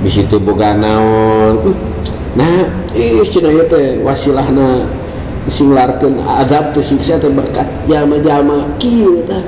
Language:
Sundanese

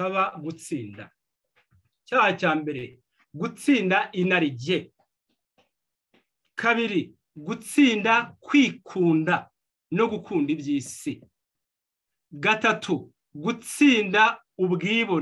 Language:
Kinyarwanda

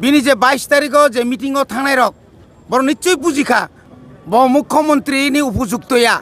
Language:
Kok Borok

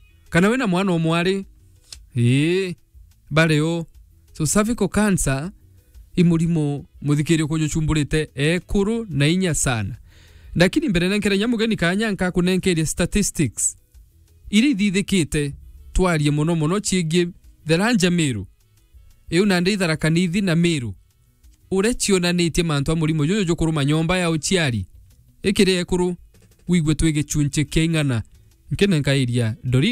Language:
Meru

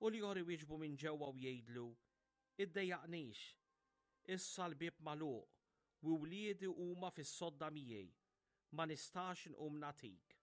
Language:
Maltese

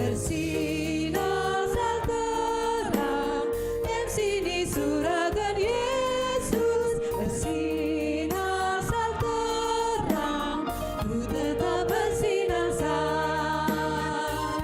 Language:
Batak Karo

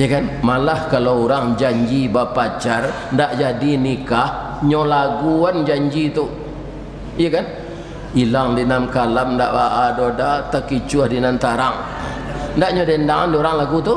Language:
Minangkabau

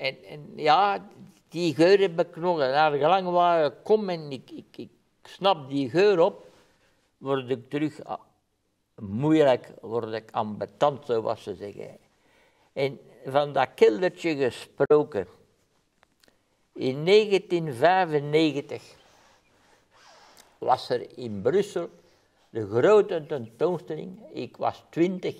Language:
Dutch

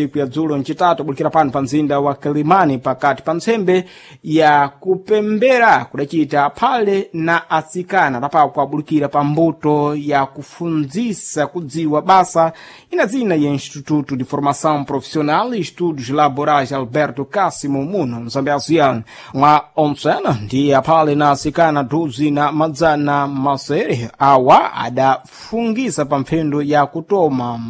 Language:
Sena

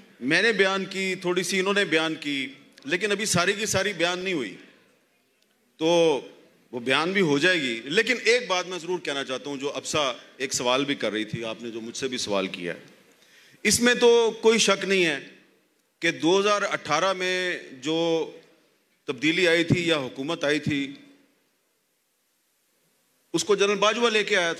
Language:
Urdu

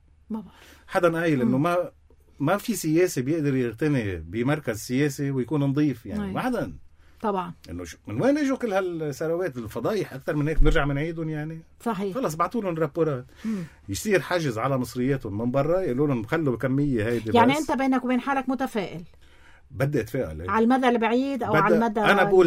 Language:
North Levantine Arabic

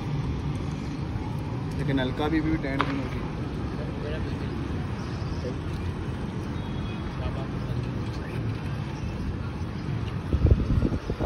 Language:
Hindi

